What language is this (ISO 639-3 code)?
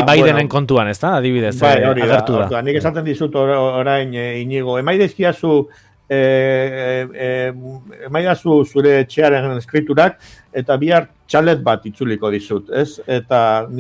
eus